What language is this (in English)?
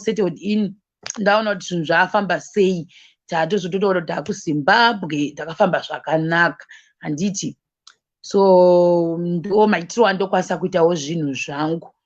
Shona